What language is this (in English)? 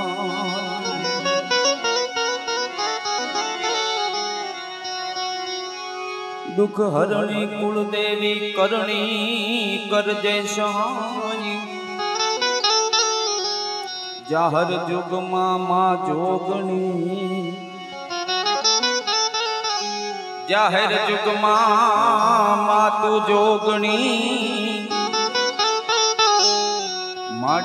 Gujarati